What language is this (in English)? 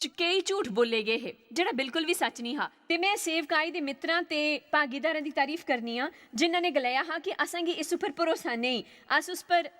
Dogri